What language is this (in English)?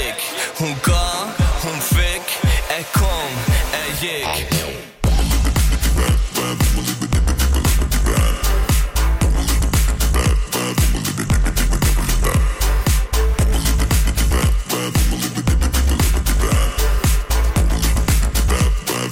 Norwegian